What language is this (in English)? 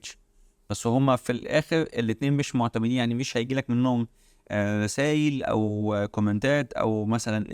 Egyptian Arabic